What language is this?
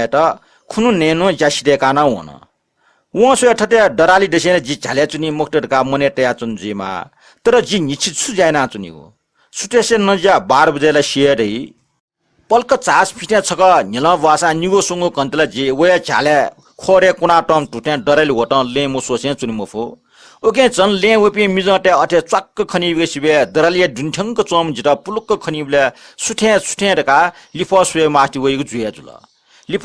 Newari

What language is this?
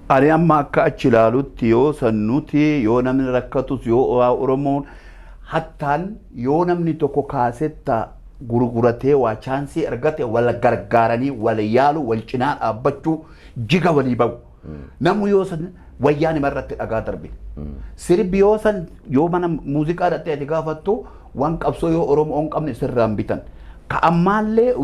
Oromo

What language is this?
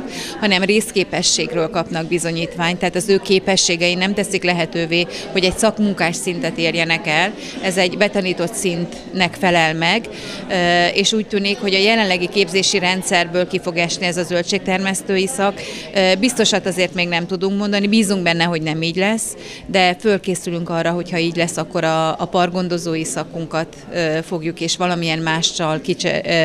Hungarian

